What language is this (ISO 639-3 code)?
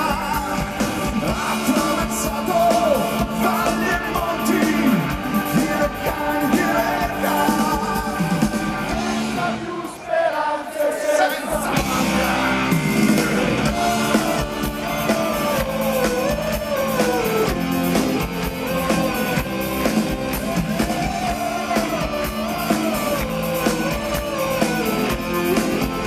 ita